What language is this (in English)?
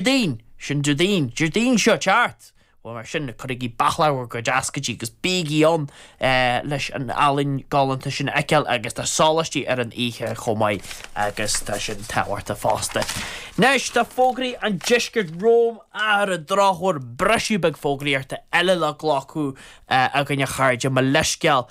Irish